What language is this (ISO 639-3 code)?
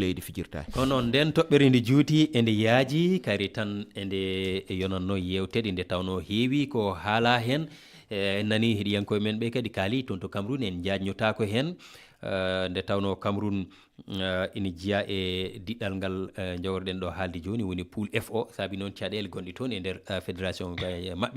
ful